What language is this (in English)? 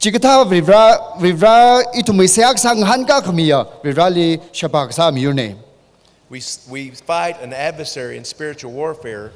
Tangkhul Naga (India)